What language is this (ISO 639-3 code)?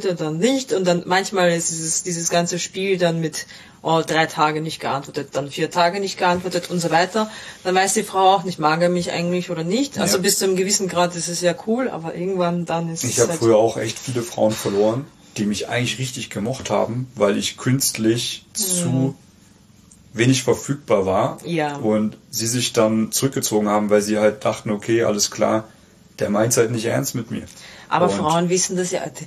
deu